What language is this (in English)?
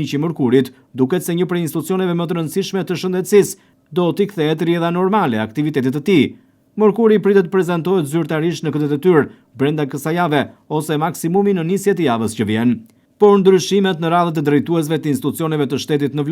Albanian